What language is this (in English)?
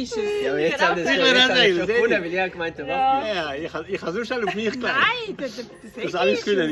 Swiss German